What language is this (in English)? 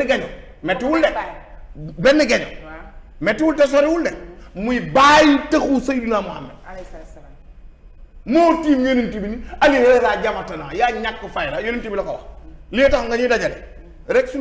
Wolof